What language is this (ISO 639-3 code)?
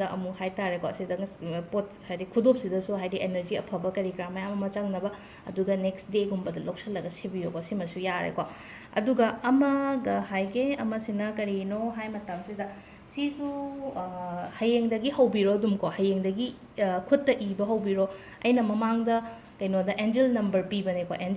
mni